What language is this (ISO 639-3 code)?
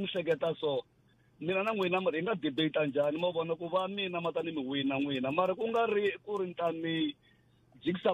tso